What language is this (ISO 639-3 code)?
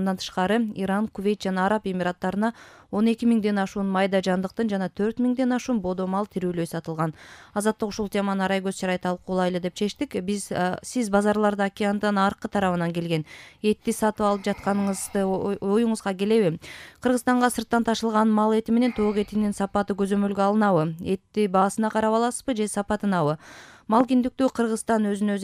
kir